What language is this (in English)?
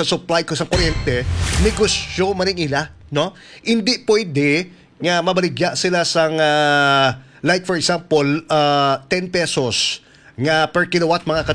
Hiligaynon